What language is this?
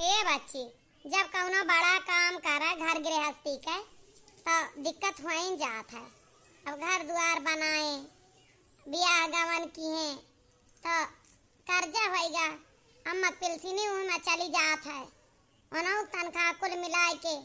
Awadhi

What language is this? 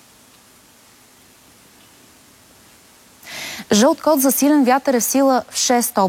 Bulgarian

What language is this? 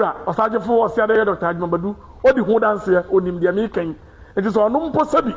Akan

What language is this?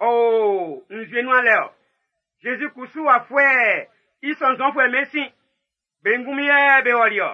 Baoulé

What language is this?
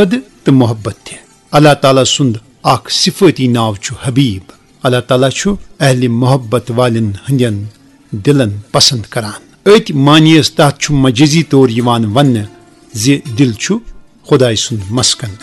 Kashmiri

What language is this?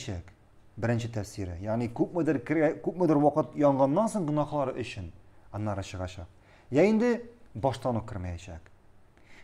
Tatar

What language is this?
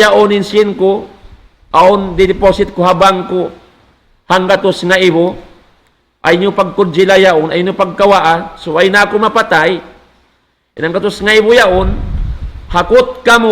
Tausug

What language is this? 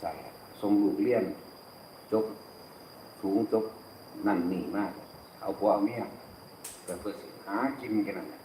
Northeastern Thai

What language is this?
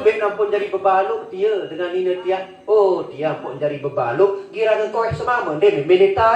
Sasak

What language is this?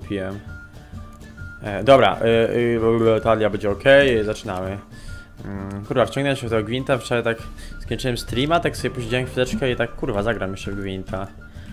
Polish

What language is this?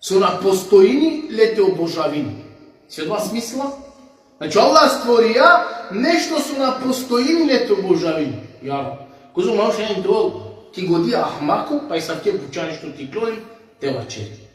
Balkan Romani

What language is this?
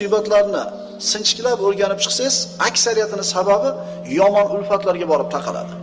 Uzbek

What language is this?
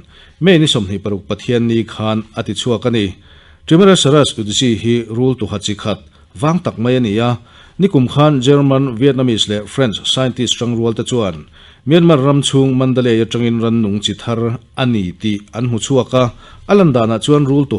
Mizo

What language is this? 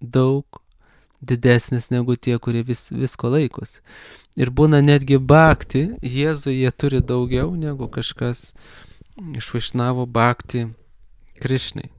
Lithuanian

